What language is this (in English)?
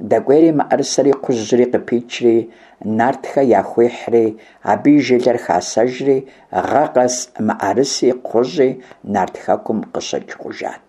Kabardian